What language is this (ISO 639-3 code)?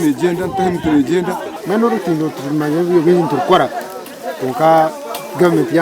nyn